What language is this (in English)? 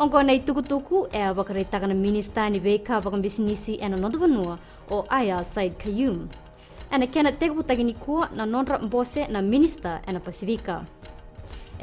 Fijian